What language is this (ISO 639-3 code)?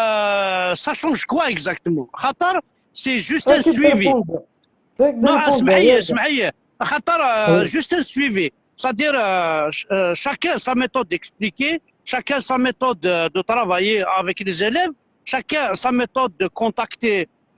kab